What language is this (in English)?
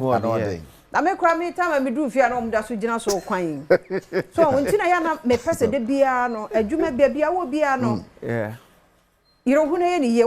Akan